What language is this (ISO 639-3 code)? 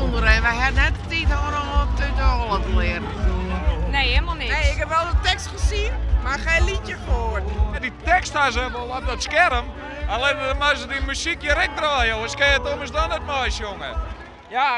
fry